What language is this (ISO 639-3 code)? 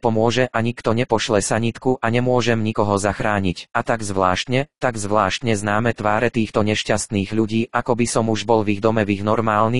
slk